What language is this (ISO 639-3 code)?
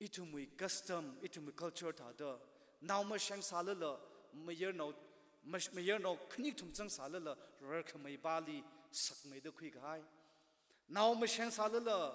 nmf